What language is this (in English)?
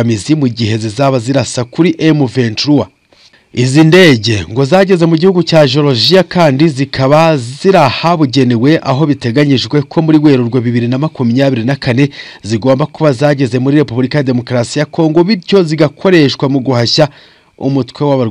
Kinyarwanda